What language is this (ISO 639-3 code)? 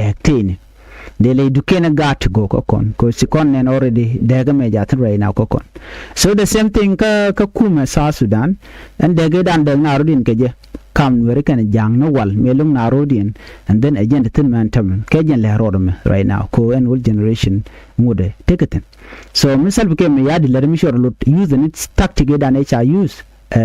nus